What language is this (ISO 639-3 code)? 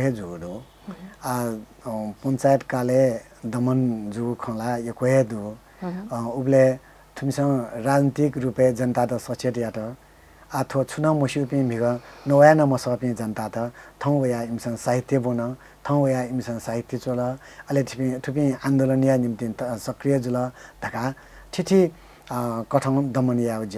new